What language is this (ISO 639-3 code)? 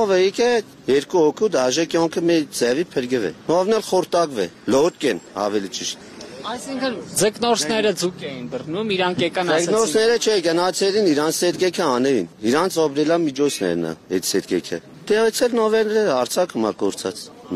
hye